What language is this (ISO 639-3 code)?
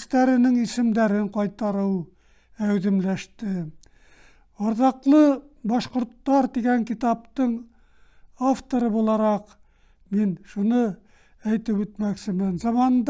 bak